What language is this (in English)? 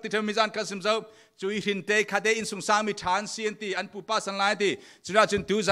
Falam Chin